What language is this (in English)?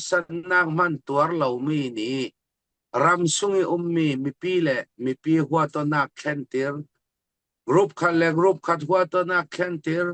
Falam Chin